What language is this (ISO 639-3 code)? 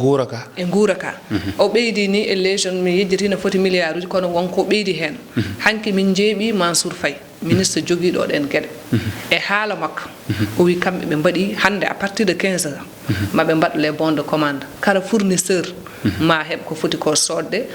ful